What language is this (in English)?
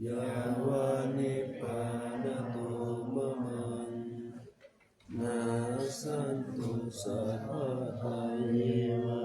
Pali